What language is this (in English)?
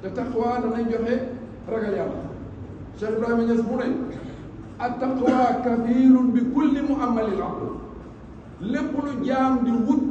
Wolof